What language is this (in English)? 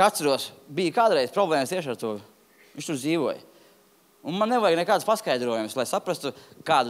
Latvian